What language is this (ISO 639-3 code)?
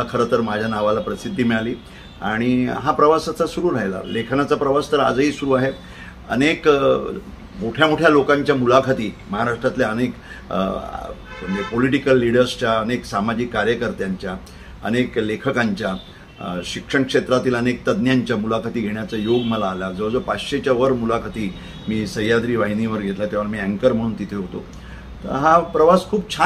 mar